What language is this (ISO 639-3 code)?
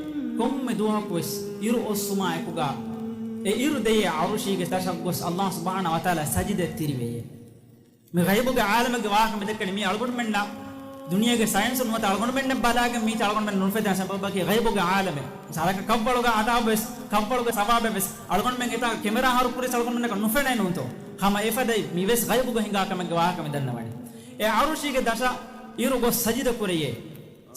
div